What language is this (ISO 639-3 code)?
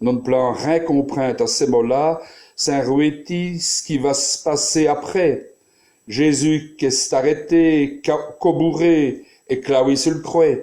wln